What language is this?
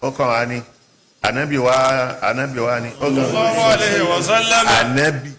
Yoruba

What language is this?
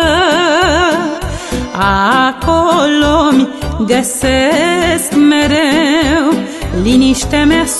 Romanian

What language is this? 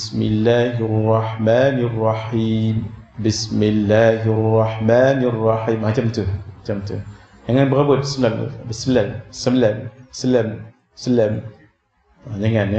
Malay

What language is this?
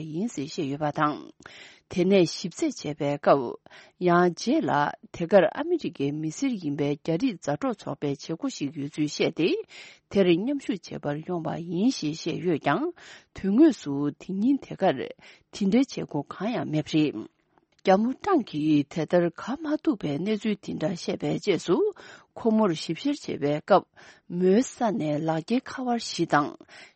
Tibetan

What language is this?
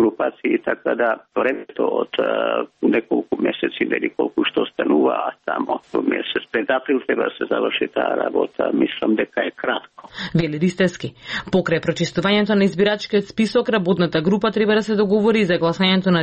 Macedonian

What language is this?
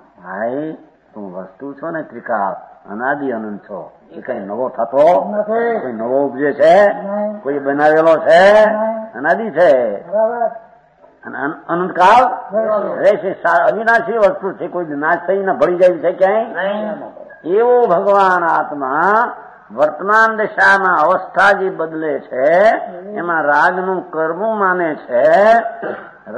Gujarati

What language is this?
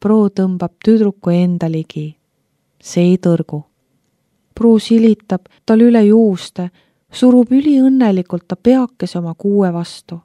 Estonian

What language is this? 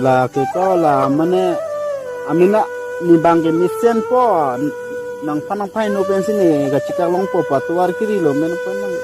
Karbi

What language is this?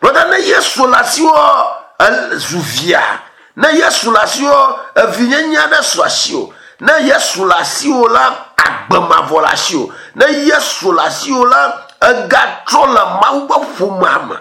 Ewe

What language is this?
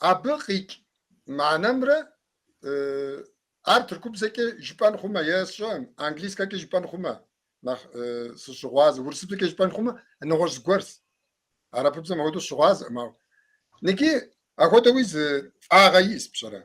Kabardian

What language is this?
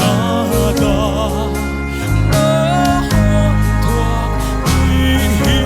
Paite Chin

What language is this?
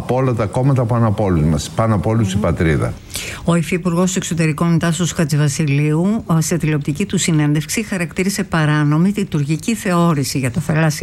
Greek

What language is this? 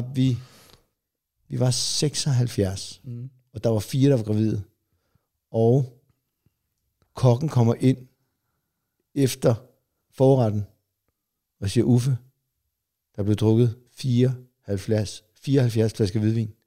Danish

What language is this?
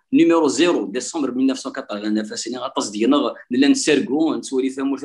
Kabyle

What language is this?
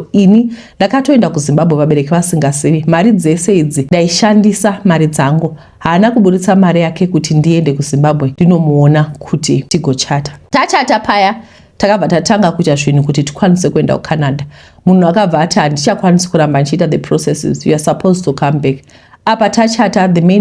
Shona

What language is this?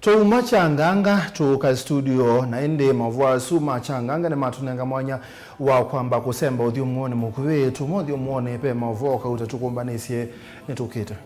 Kamba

